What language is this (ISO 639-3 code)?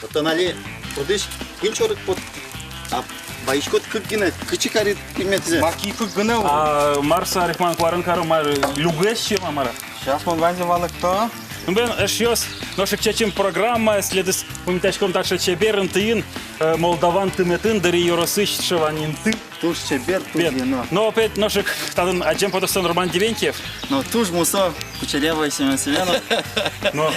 udm